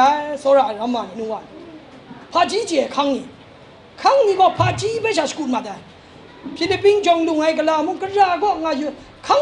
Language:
Kachin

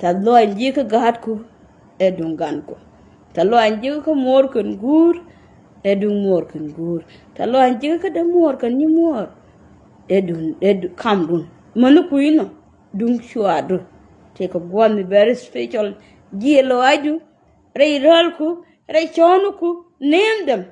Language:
Nuer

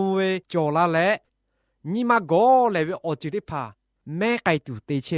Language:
Lahu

